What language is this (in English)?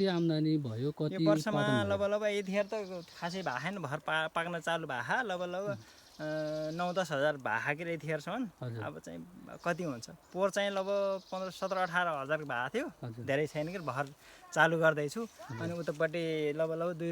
Nepali